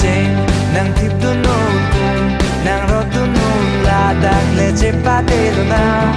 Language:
Karbi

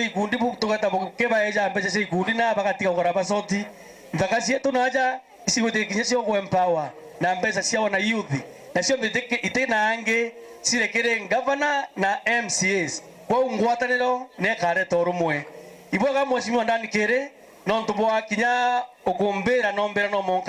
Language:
Meru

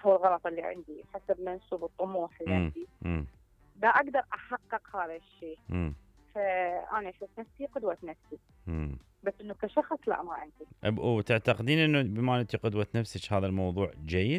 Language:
Mesopotamian Arabic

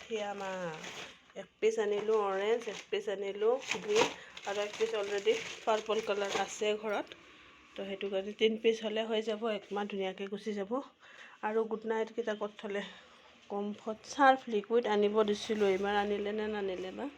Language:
Assamese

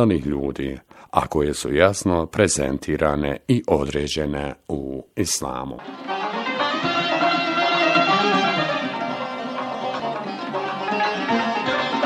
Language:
Bosnian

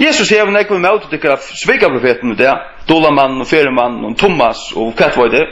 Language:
Faroese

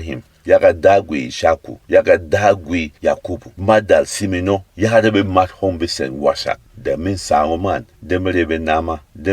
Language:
Berom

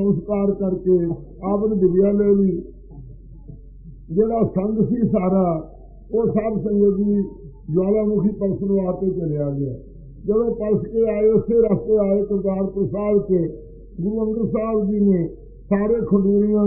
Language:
Punjabi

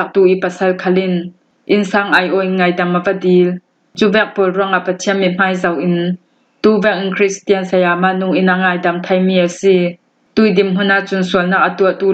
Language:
Hakha Chin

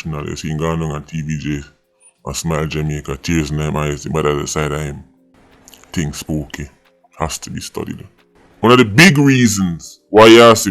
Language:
Jamaican Creole English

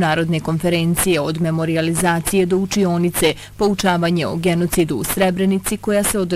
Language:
Bosnian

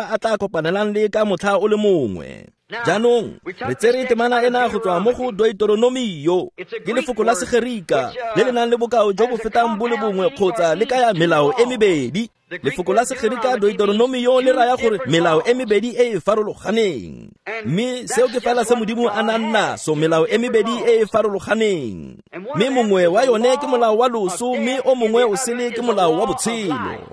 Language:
Tswana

